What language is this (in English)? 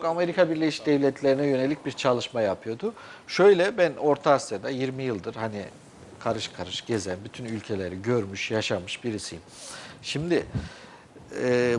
Turkish